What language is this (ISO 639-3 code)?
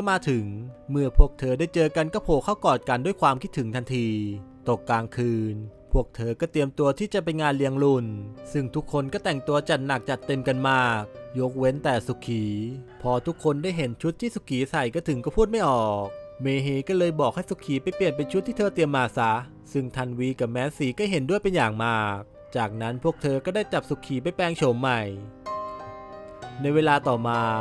tha